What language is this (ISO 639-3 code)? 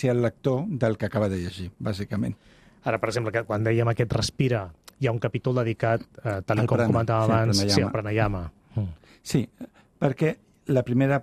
cat